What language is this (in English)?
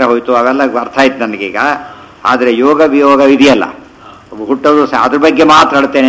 Kannada